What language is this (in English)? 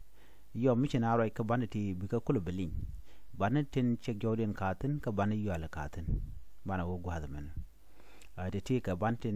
Nuer